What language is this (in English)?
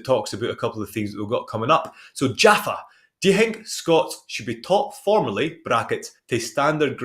Scots